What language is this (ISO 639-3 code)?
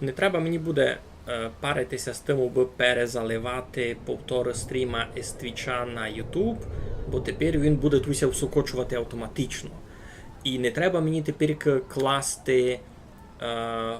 rue